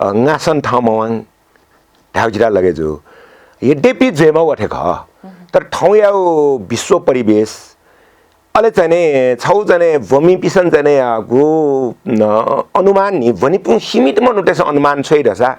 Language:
Newari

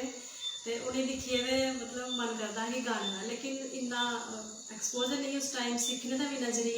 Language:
Dogri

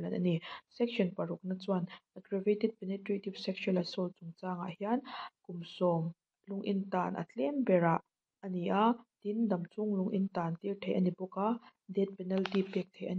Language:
Mizo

